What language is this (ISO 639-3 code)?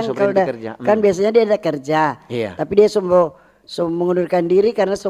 xmm